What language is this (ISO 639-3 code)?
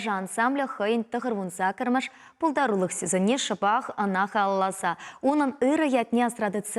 chv